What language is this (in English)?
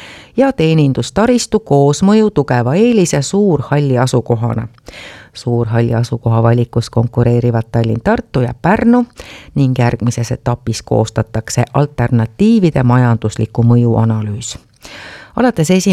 Estonian